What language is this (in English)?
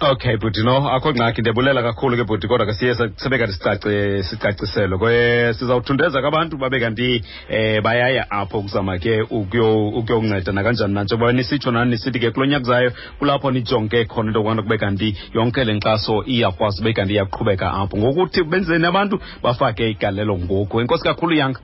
Xhosa